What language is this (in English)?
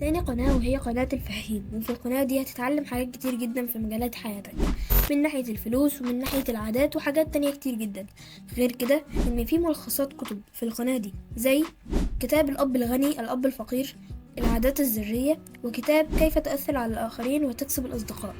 Egyptian Arabic